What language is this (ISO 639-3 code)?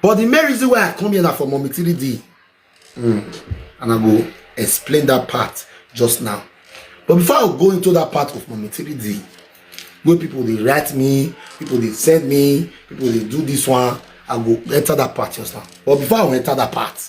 pcm